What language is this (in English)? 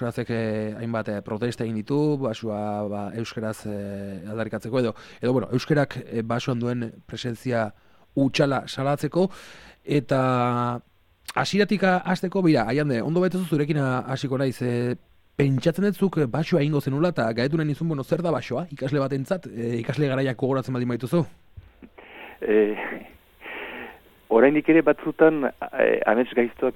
Basque